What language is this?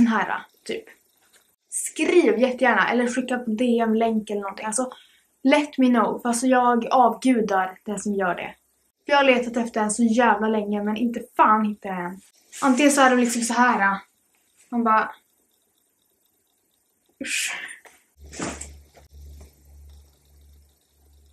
Swedish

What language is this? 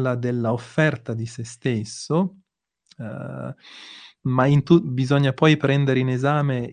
Italian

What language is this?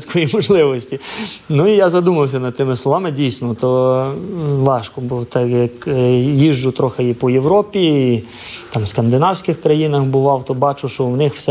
Ukrainian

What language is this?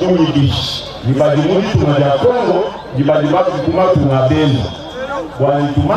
Luba-Lulua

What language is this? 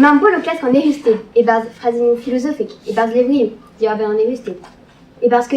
Breton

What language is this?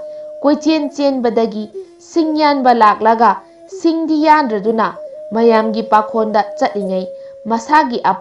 Manipuri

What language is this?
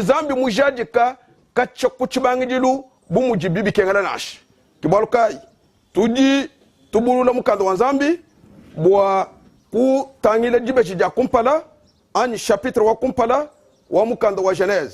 Luba-Lulua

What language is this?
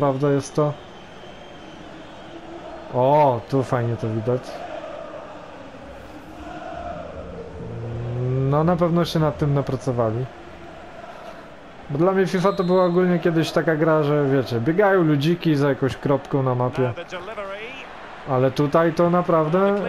Polish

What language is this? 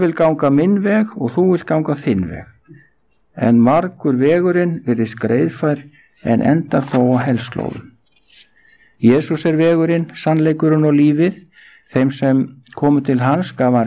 Icelandic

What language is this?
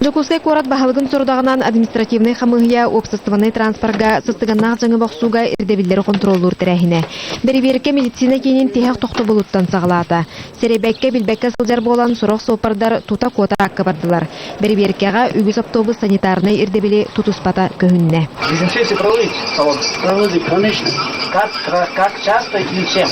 Yakut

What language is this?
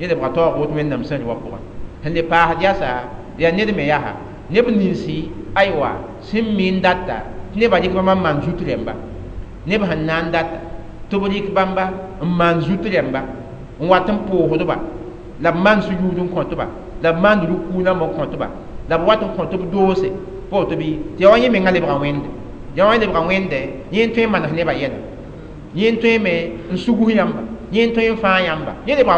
Mossi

